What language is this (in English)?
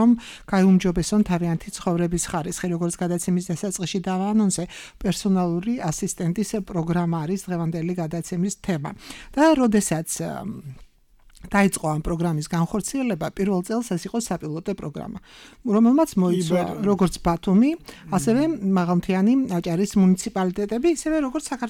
Georgian